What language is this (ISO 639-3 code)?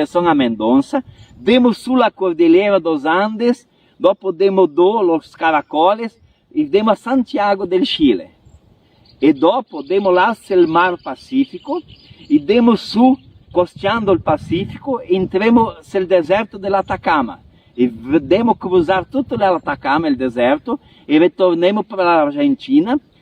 vec